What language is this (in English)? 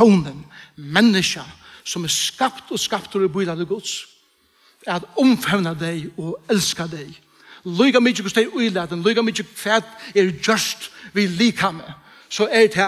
Faroese